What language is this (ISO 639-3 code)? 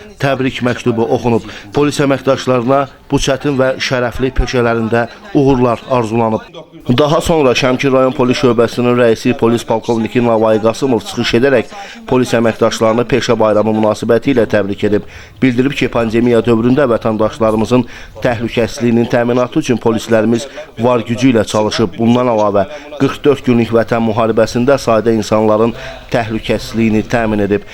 aze